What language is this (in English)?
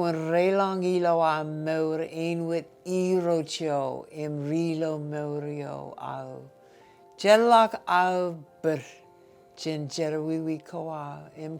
Marshallese